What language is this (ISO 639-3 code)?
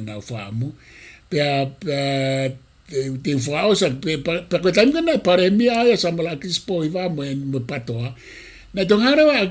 ton